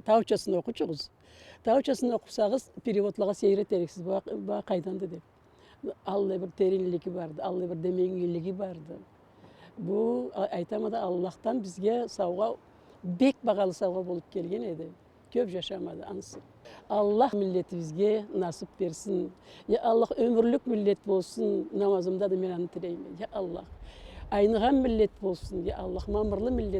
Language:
Karachay-Balkar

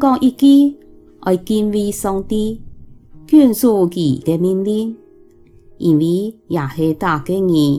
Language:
Hakka Chinese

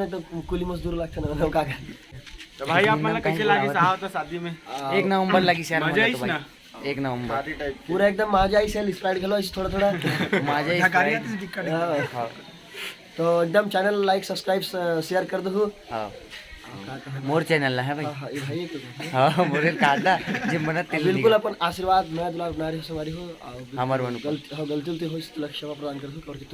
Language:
Chhattisgarhi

